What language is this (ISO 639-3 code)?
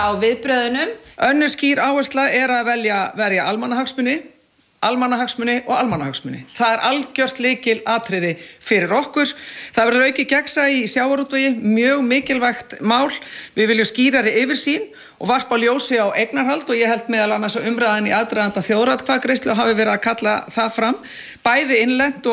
isl